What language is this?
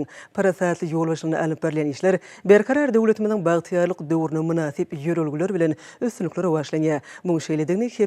Turkmen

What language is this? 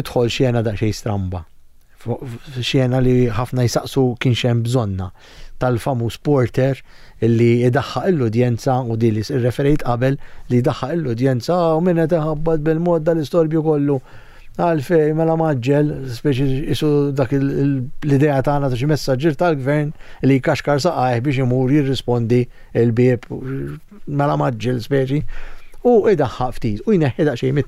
Maltese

